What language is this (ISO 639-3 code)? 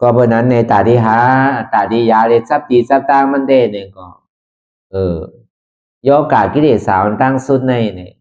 shn